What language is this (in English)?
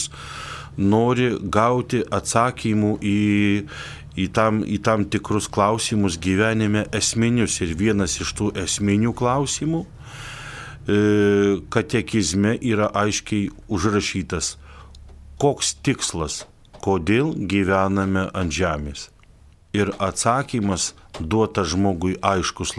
Lithuanian